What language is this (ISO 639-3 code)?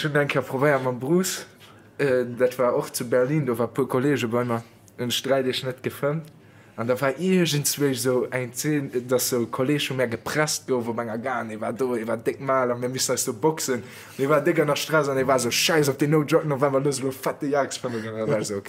ltz